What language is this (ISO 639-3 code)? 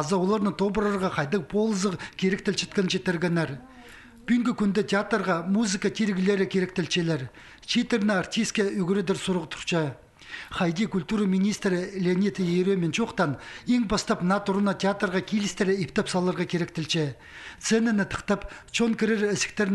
kjh